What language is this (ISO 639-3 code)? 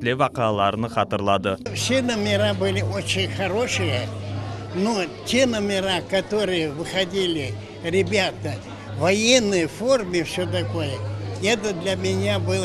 crh